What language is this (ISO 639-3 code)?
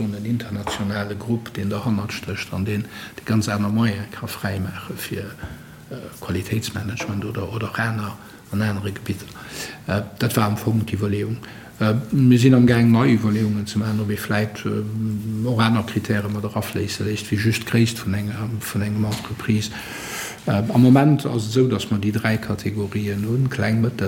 ltz